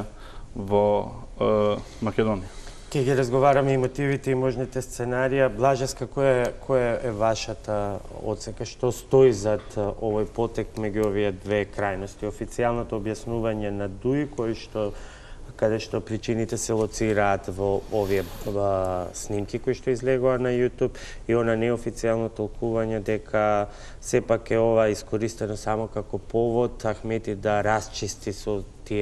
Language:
Macedonian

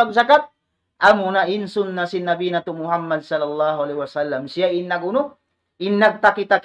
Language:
Tausug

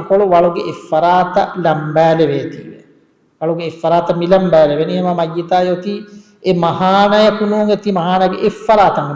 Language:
Divehi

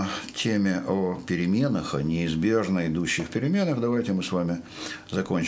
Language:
Russian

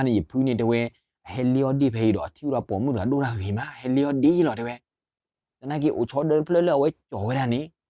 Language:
S'gaw Karen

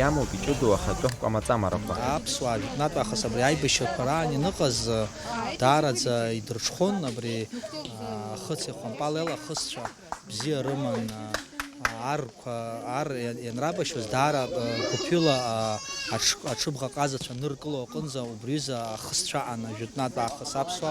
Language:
Abkhazian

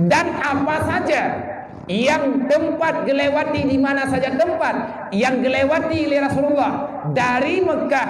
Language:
Achinese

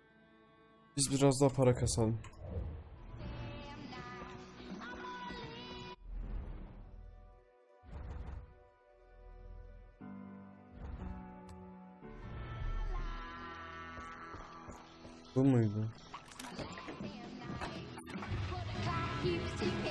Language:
Turkish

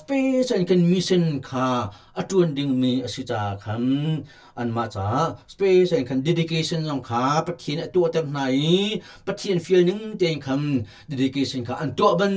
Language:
Hakha Chin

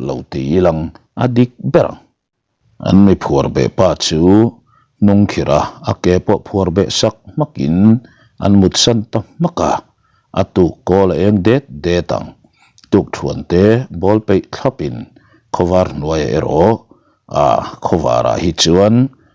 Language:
Mizo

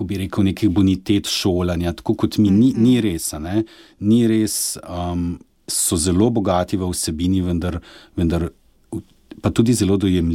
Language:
Slovenian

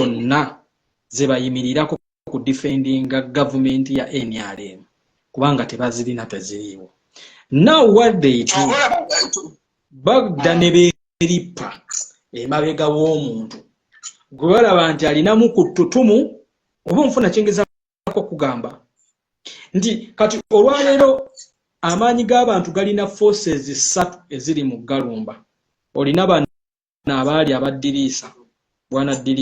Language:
Ganda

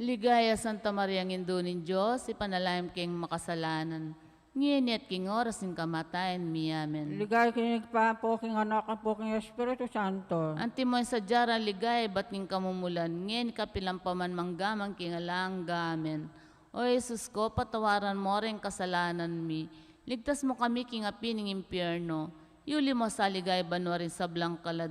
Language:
Pampanga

